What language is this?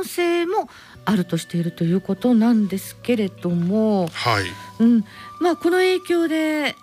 Japanese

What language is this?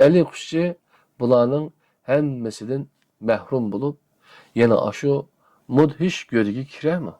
Uyghur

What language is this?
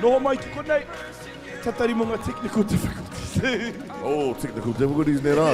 Māori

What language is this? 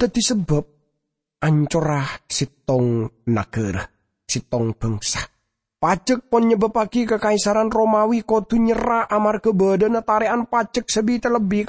Madurese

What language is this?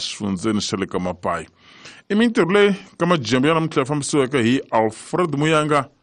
Tsonga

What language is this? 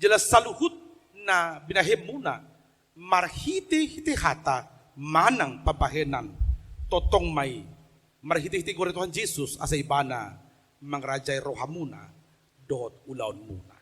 Batak Toba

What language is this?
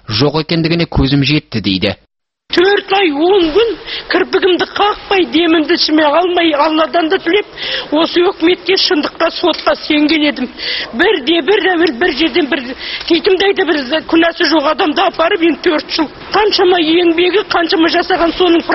Kazakh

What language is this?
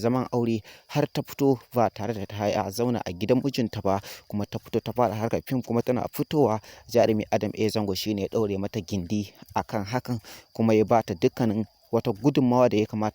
Hausa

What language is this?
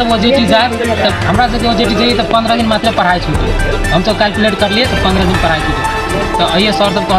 Maithili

